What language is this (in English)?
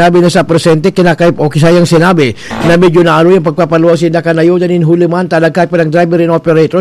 Bikol